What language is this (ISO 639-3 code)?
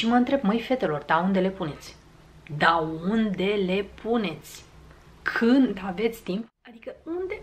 ron